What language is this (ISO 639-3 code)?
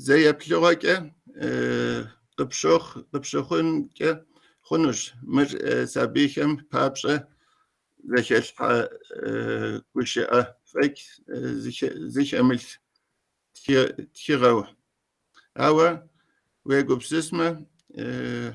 kbd